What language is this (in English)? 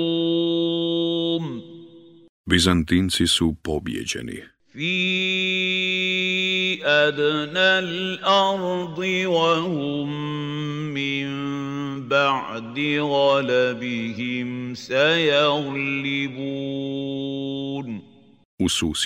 Bosnian